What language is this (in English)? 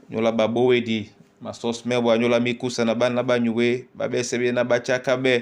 Duala